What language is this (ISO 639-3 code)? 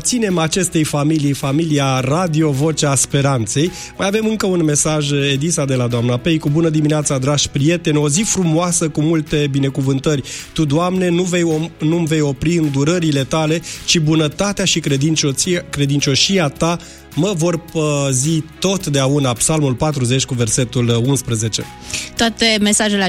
ron